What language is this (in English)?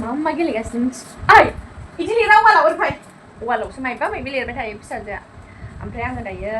Bodo